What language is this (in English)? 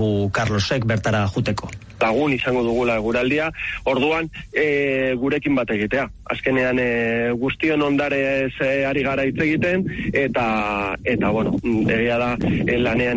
Basque